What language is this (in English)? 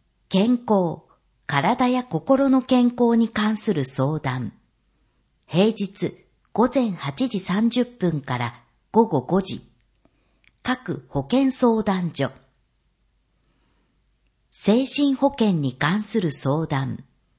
Japanese